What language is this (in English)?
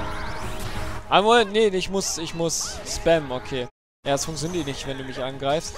German